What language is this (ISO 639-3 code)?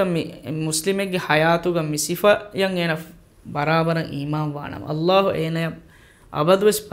div